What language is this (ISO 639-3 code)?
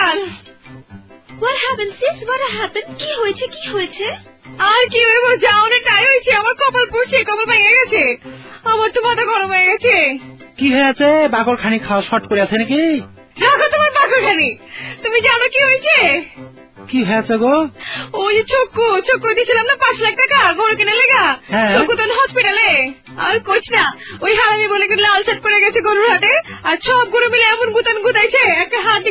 ben